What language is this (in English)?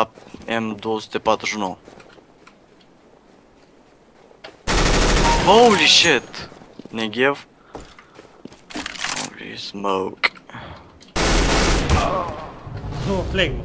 Romanian